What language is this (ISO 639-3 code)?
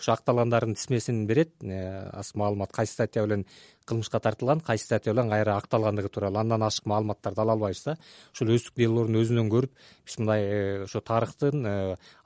kir